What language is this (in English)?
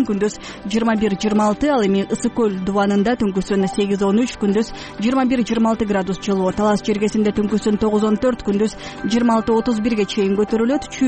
Kyrgyz